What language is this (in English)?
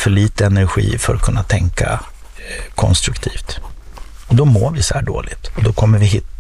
Swedish